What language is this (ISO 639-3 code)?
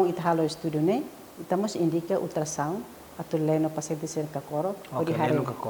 tet